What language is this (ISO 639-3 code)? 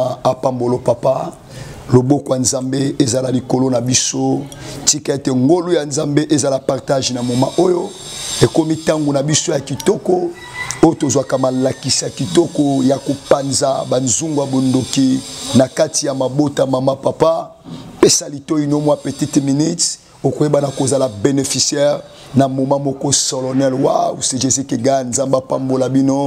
lin